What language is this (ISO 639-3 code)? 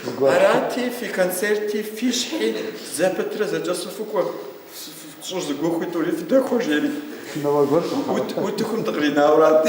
kbd